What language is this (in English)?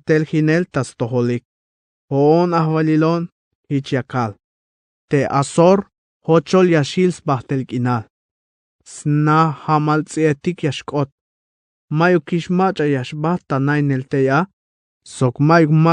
Tzeltal